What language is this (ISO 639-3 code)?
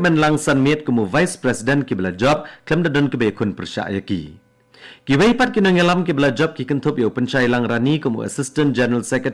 kha